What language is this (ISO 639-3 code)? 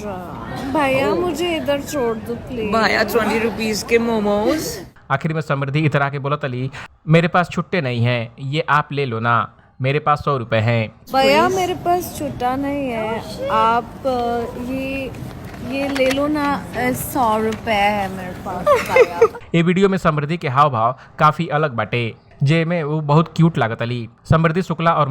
bho